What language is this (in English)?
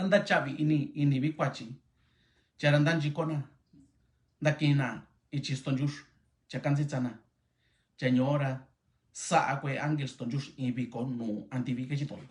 Mixtepec Mixtec